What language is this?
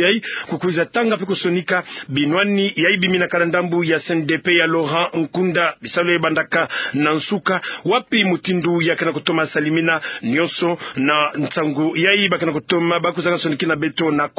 Kituba (Democratic Republic of Congo)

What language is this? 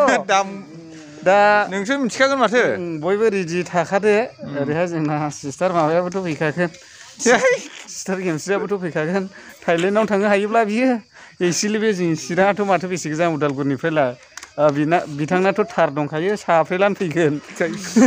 Bodo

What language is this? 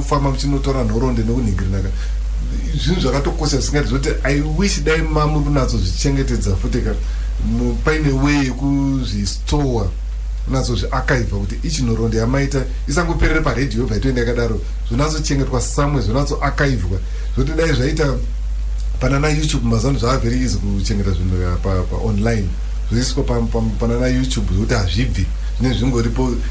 Shona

